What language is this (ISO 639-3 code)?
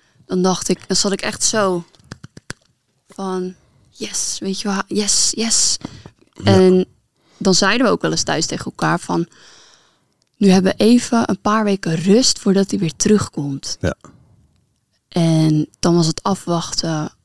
nld